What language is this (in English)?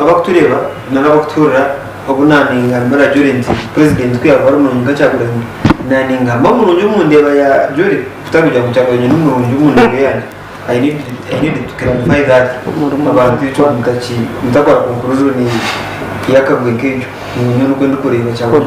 Nyankole